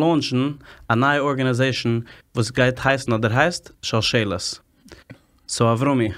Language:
Yiddish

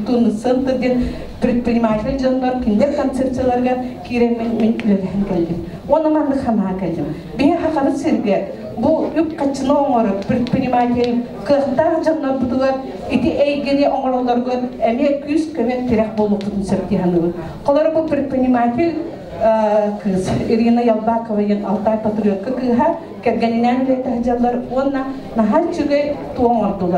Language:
Yakut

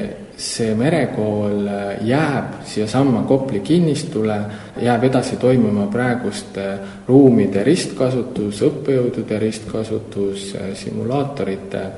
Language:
Estonian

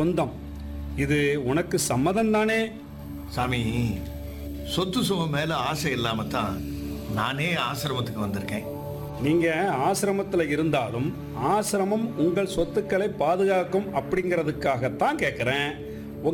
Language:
Tamil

